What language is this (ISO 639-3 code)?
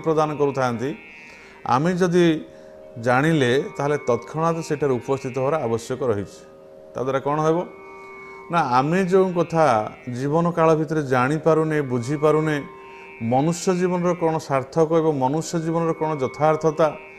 ori